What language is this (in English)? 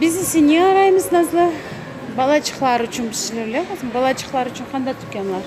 Crimean Tatar